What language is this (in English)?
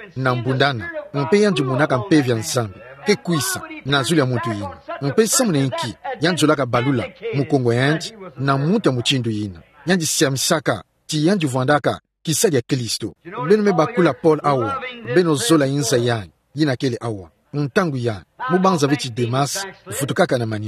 Kituba (Democratic Republic of Congo)